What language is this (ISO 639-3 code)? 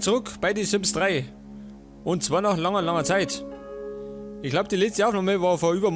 bar